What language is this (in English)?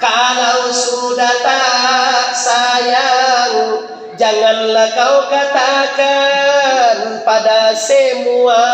Minangkabau